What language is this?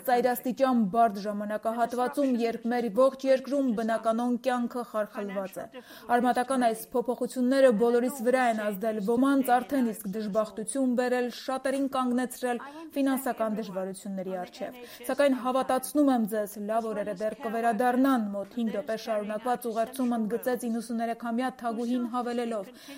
Armenian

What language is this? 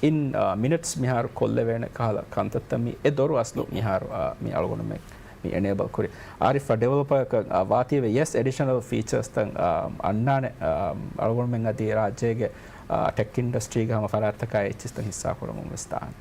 Divehi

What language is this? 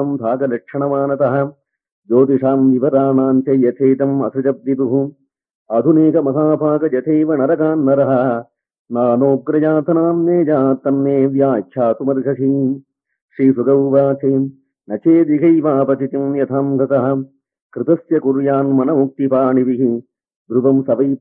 Sanskrit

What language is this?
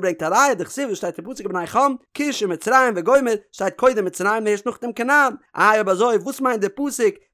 Yiddish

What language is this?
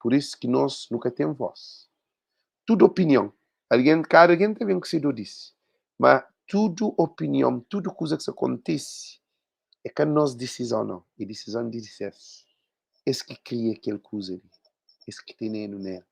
Kabuverdianu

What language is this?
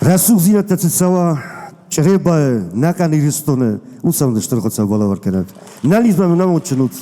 Ossetic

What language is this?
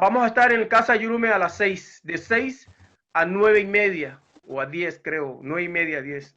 Garifuna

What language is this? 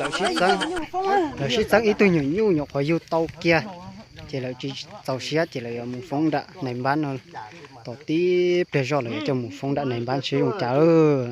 Hmong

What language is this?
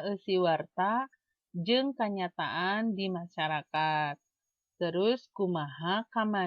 Sundanese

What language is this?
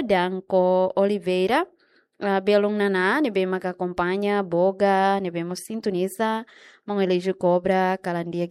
Tetum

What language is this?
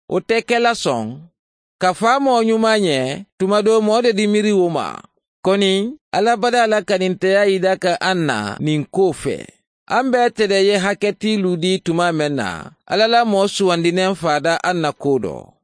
Mandingo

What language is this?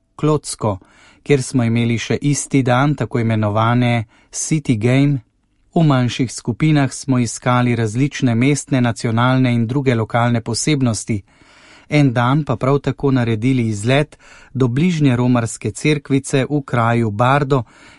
Slovenian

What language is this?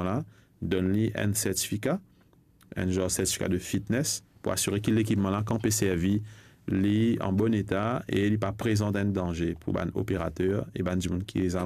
Morisyen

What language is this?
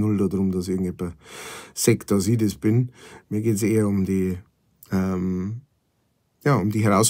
Bavarian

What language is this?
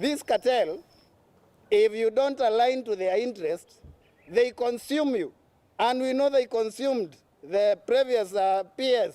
Meru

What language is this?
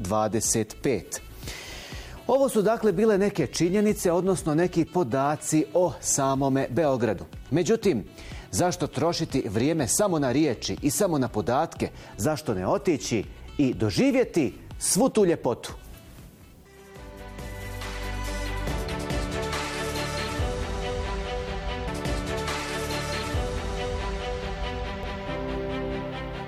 Bosnian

